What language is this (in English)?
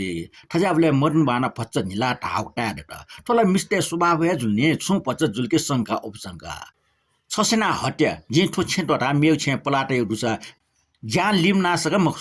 Newari